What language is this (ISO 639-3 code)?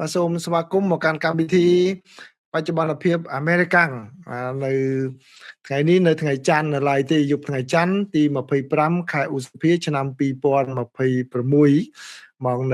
khm